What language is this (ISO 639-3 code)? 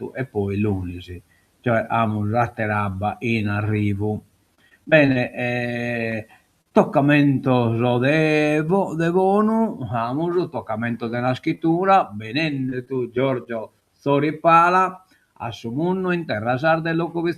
srd